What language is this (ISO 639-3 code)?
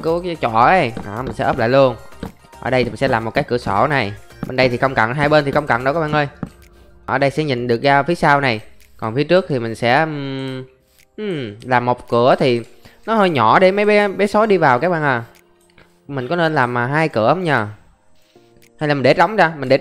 vie